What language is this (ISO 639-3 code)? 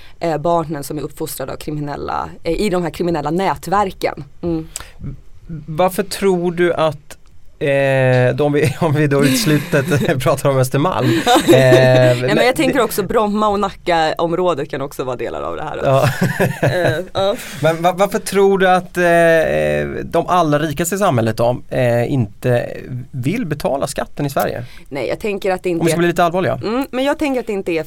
swe